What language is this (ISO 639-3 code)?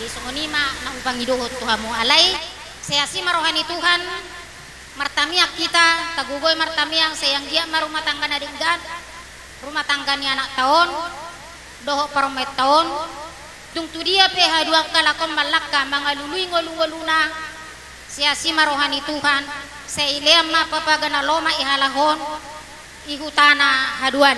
bbc